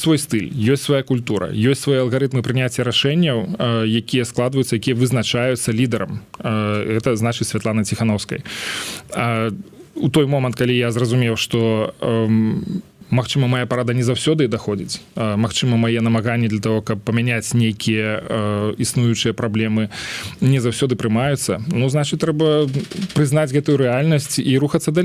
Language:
Belarusian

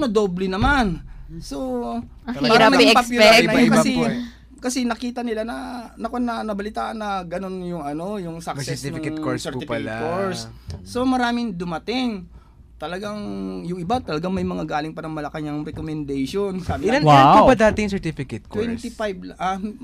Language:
Filipino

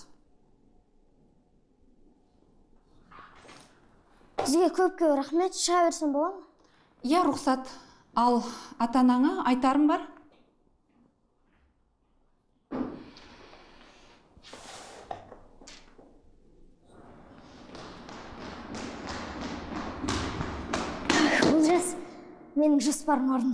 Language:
Kazakh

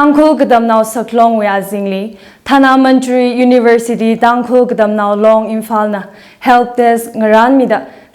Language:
Tangkhul Naga (India)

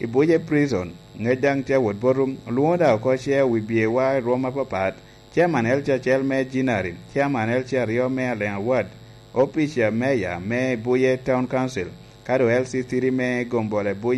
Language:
Lango (Uganda)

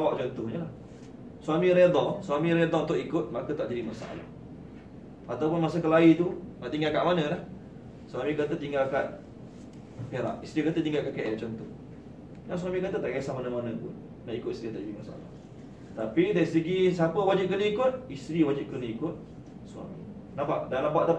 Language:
Malay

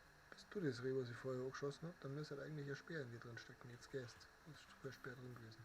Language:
Bavarian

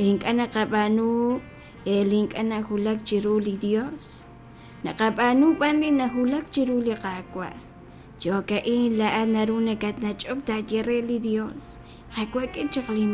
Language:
Kekchí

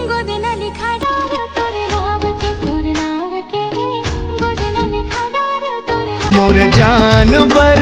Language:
Chhattisgarhi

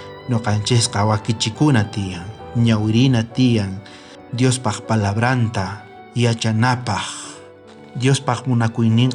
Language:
South Bolivian Quechua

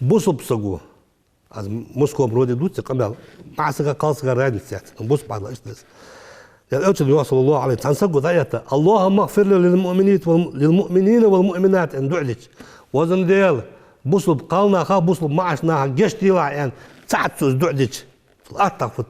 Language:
Ingush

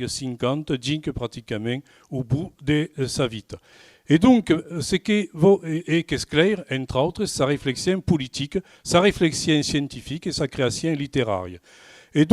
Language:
Occitan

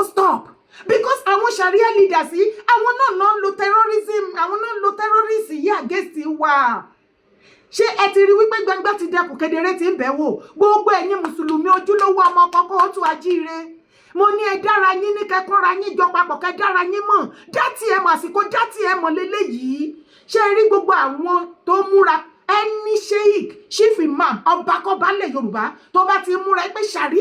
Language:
Yoruba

